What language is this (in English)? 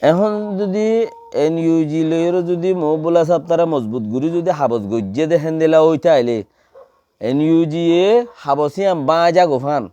Rohingya